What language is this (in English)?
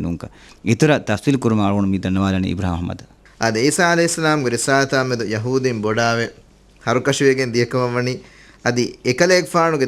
Divehi